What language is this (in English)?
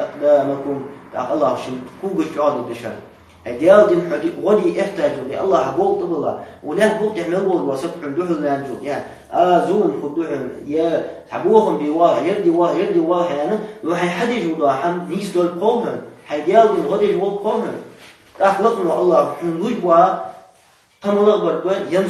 Ingush